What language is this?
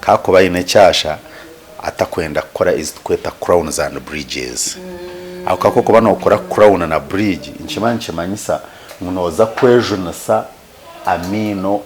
Nyankole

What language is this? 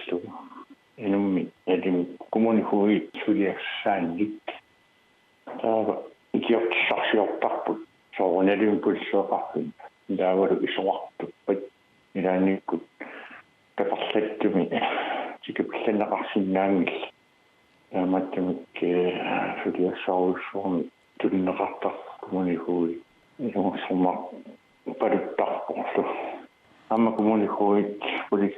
Kalaallisut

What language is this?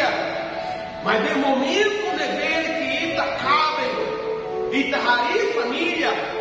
Tetum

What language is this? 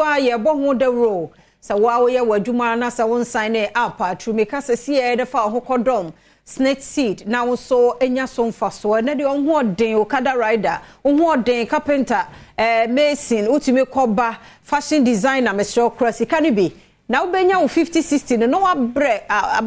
Akan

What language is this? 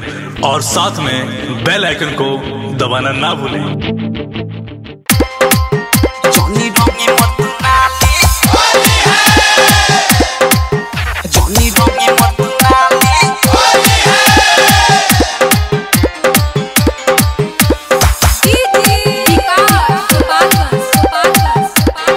Bhojpuri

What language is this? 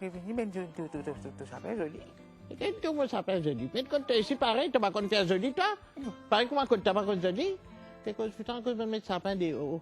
Morisyen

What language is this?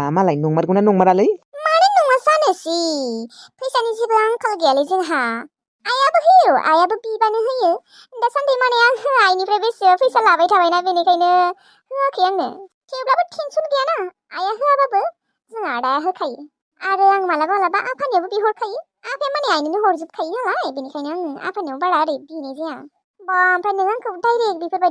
Bodo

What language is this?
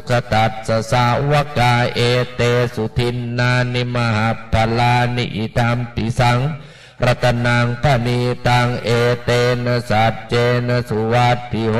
Pali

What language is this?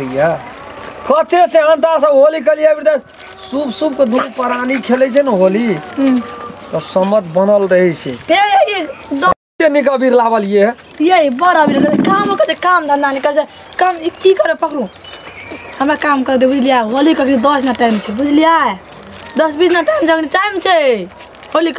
Maithili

